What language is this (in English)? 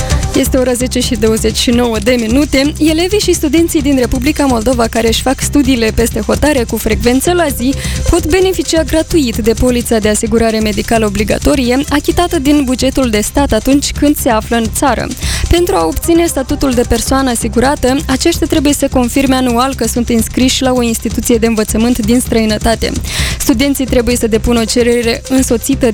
Romanian